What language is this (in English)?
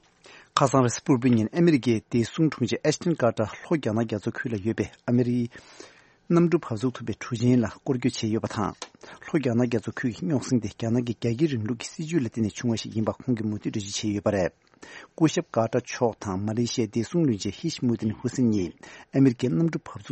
Tibetan